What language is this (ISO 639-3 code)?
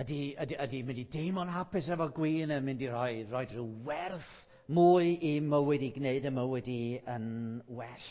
cym